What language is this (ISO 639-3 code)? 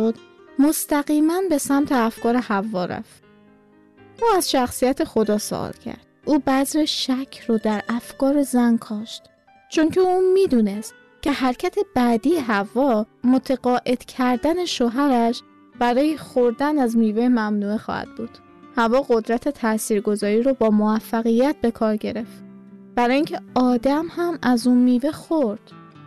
fas